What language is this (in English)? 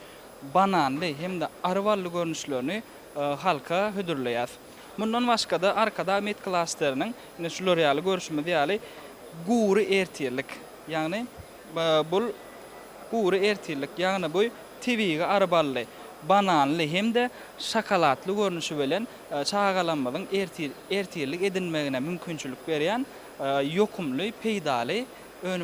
Turkmen